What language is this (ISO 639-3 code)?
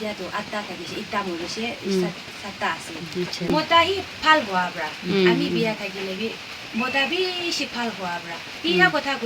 nag